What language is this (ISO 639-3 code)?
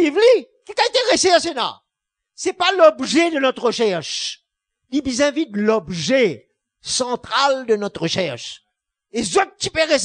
mfe